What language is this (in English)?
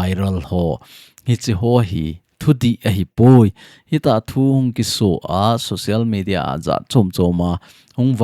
Thado Chin